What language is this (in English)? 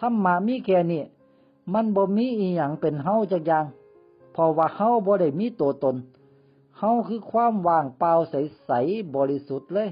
Northeastern Thai